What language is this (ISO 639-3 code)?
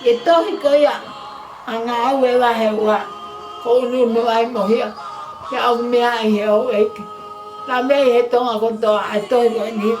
ton